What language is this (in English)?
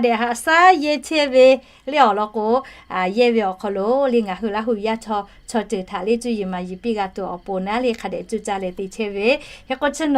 Lahu